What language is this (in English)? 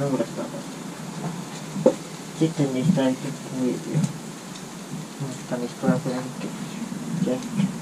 Finnish